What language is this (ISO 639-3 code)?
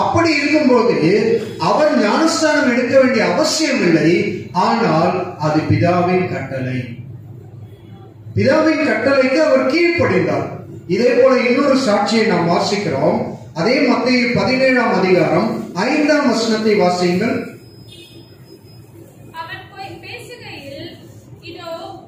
tam